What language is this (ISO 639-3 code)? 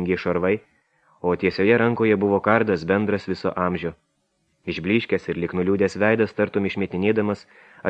lit